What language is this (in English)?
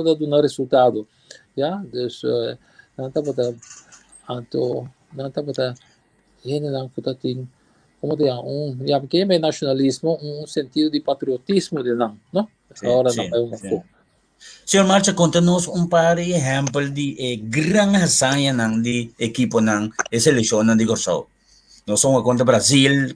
Papiamento